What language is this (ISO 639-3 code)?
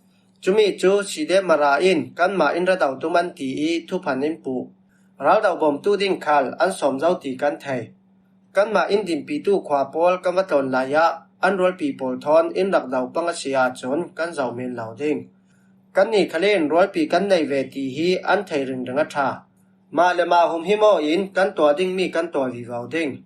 cfm